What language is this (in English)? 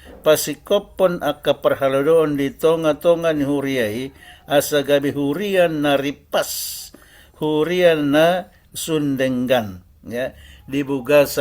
Batak Toba